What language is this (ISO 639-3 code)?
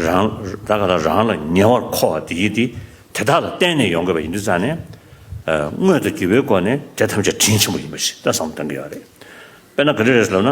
bod